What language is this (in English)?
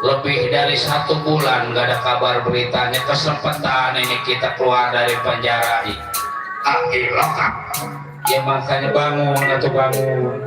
Betawi